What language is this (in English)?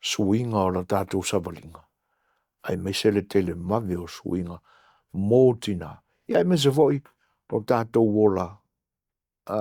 Samoan